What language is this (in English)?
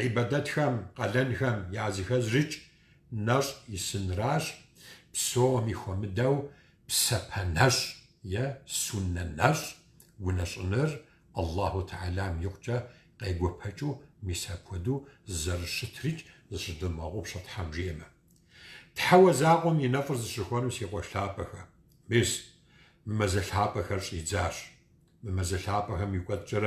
Kabardian